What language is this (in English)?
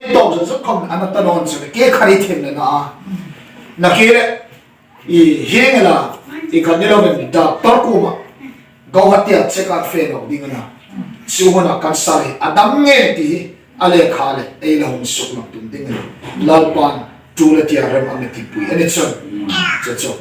Hmar